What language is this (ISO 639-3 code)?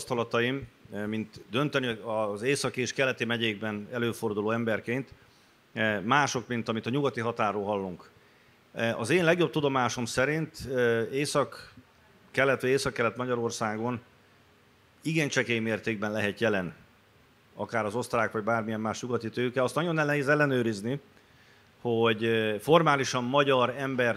hun